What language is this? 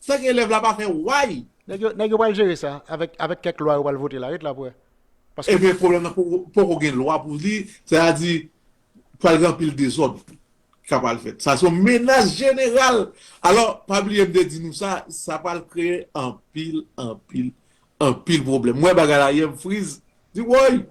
Haitian Creole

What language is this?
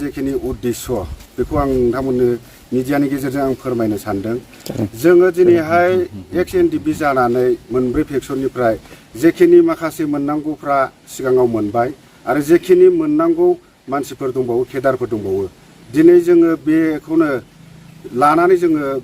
Bodo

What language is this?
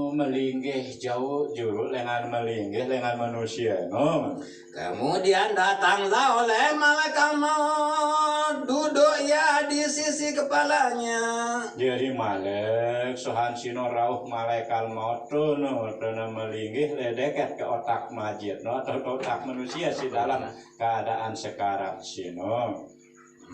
Sasak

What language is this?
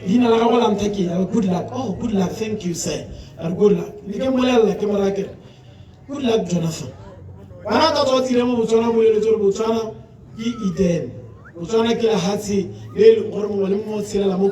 Tswana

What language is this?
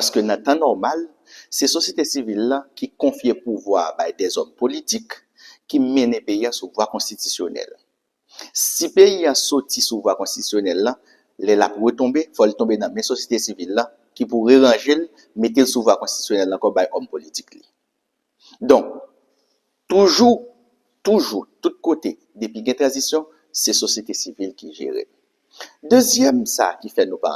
Haitian Creole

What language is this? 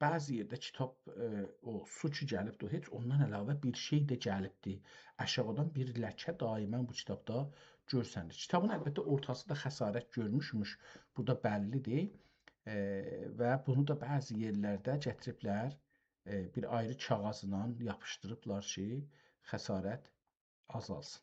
South Azerbaijani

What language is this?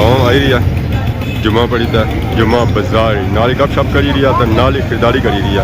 Pahari-Potwari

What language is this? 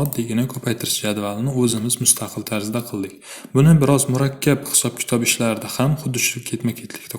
Uzbek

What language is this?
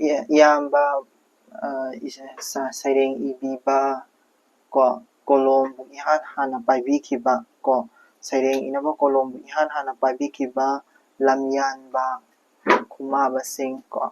Manipuri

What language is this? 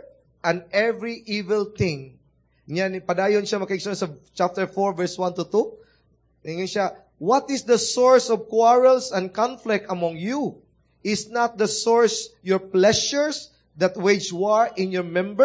Cebuano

